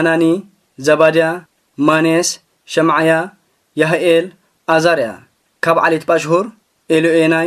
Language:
Tigrinya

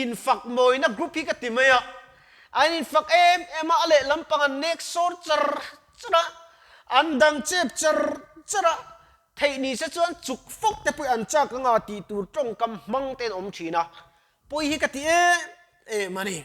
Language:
Mizo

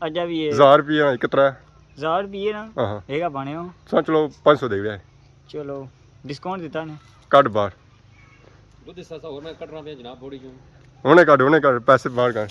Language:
Pahari-Potwari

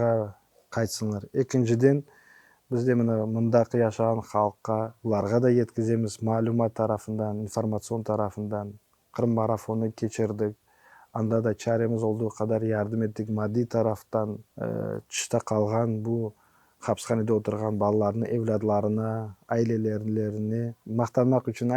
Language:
Crimean Tatar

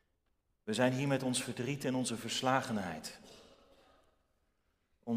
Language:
Dutch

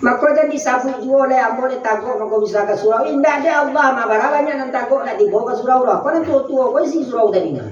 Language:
Minangkabau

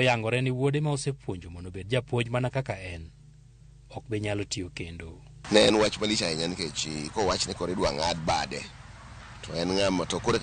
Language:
Luo (Kenya and Tanzania)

